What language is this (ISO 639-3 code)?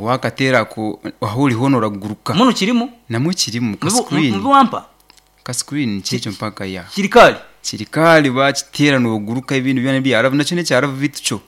nyn